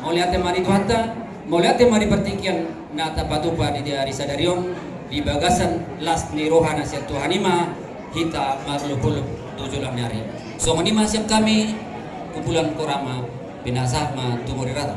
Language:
Batak Toba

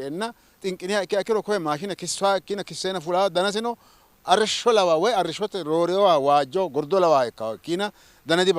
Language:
Sidamo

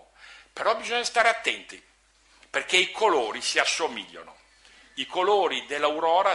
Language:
Italian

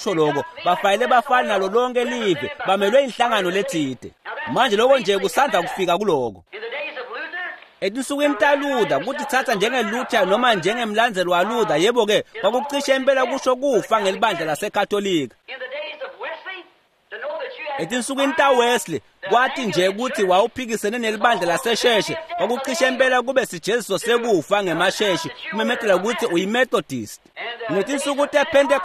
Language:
Swati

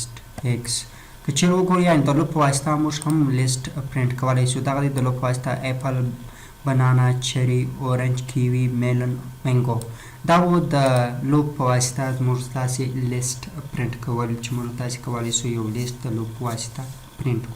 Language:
Pashto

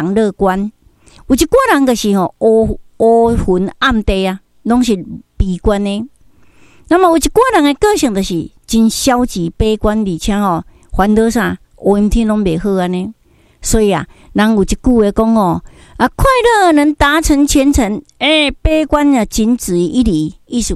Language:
Min Nan Chinese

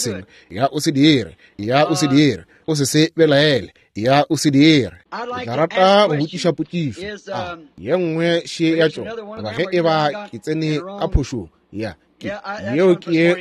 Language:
Northern Sotho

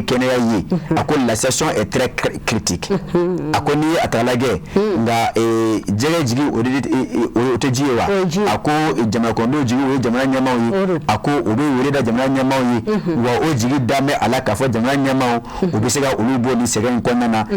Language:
Bambara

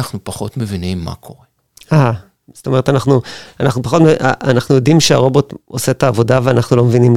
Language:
Hebrew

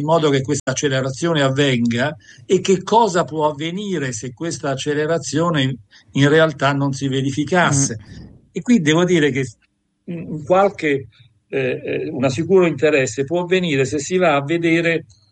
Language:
Italian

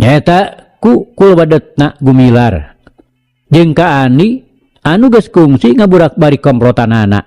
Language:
Sundanese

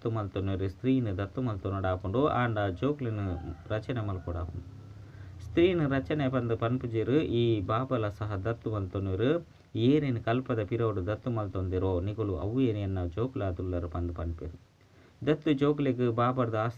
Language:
Tulu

